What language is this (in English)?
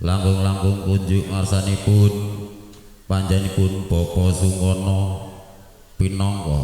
Javanese